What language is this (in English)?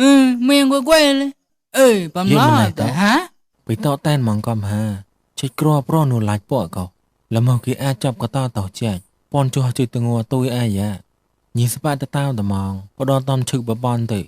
Mon